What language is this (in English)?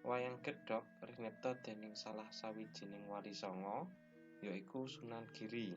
Javanese